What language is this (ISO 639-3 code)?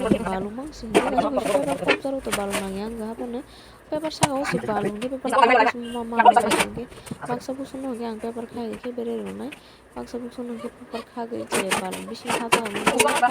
trp